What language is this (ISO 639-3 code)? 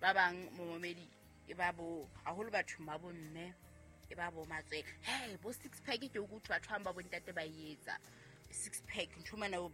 sot